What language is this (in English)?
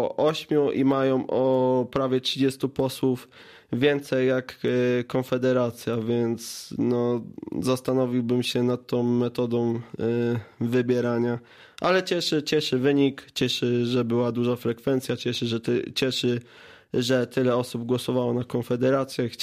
Polish